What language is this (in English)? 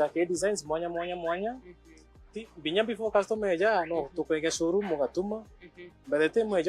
Meru